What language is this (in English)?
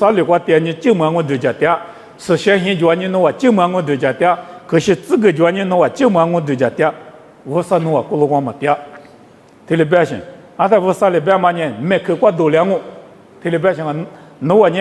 Lisu